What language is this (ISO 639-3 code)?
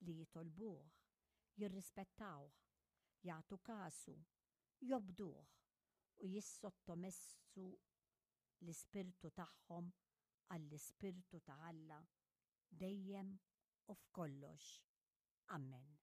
mlt